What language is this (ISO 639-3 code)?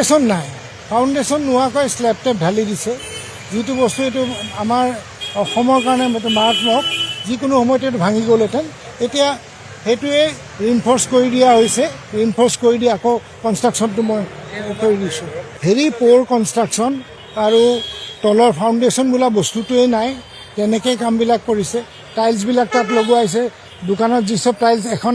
asm